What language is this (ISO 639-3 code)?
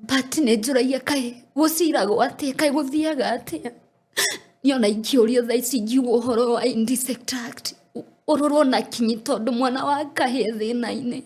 kik